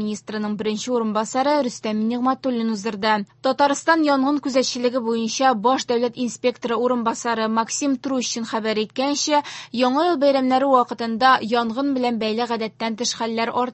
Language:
Tatar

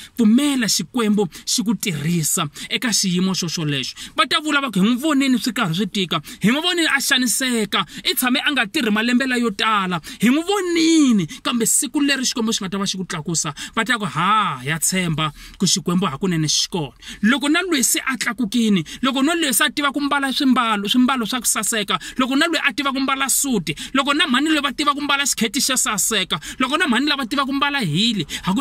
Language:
Tsonga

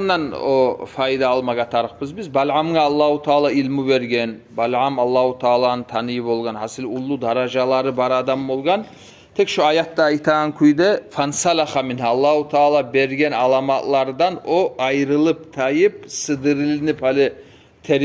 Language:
Kumyk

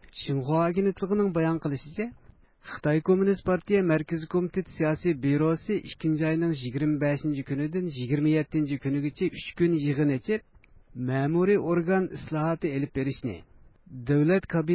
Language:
Uyghur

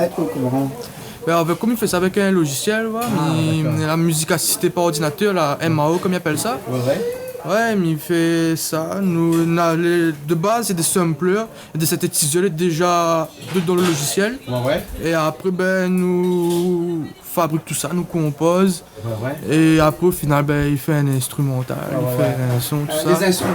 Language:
Réunion Creole French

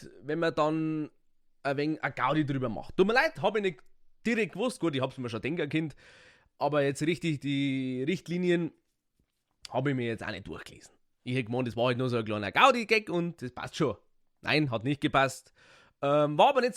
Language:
Bavarian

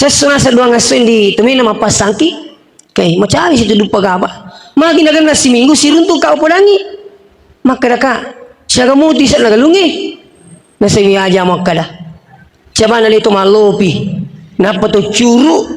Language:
Buginese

